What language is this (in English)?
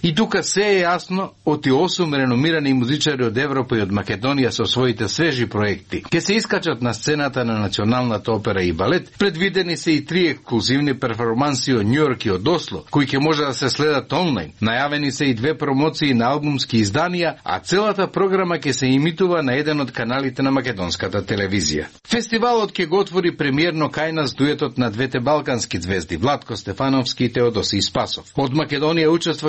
Macedonian